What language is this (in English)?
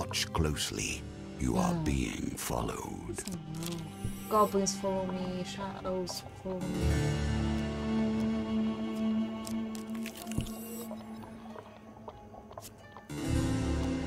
English